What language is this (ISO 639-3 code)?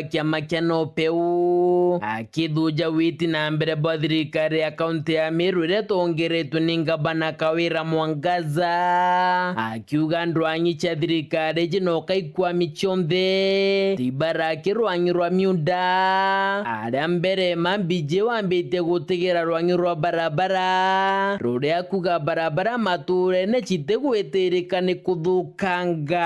mer